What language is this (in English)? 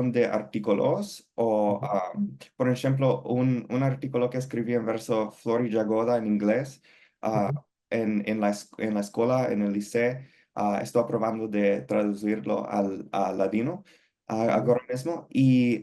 Ladino